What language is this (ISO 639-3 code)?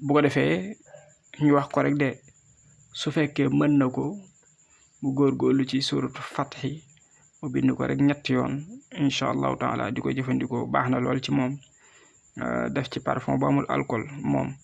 wol